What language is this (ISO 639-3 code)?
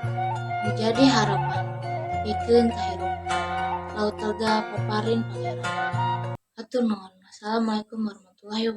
sun